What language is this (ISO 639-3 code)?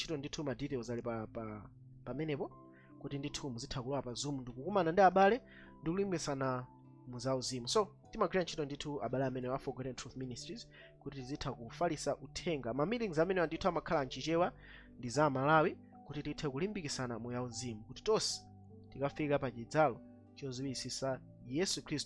nya